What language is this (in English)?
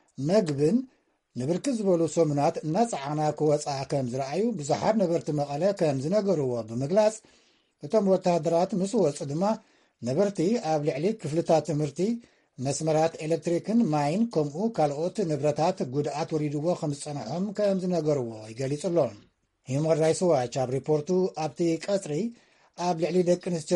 Tigrinya